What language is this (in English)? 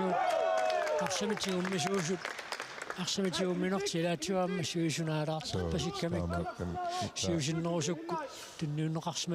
Kalaallisut